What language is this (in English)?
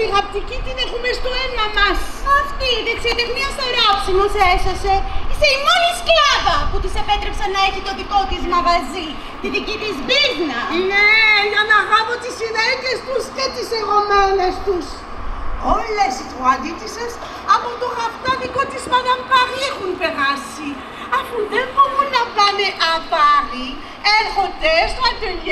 Greek